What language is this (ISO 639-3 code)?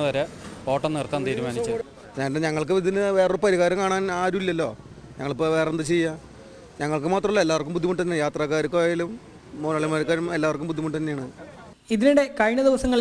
mal